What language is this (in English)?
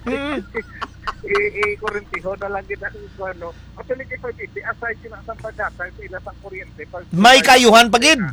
Hiligaynon